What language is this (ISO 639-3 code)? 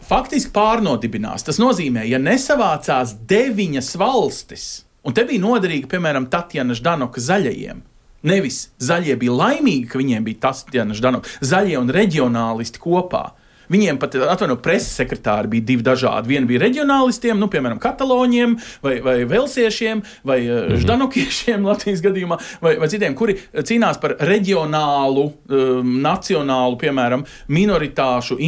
lav